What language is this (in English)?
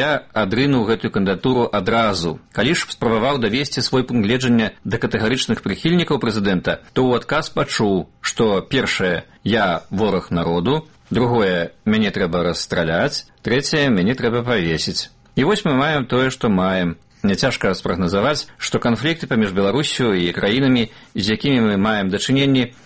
Belarusian